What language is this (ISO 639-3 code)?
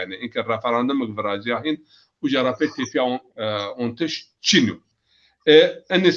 zza